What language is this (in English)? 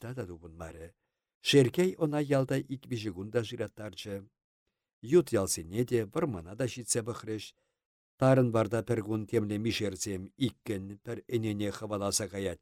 Chuvash